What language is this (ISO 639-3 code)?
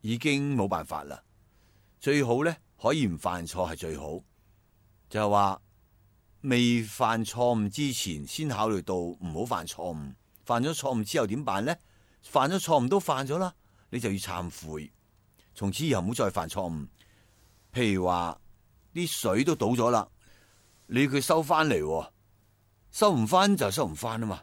yue